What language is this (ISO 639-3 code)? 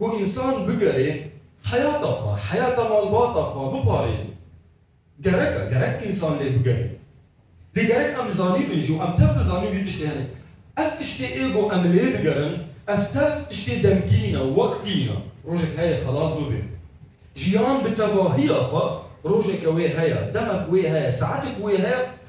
kur